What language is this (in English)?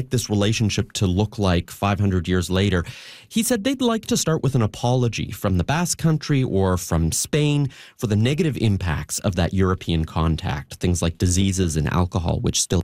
English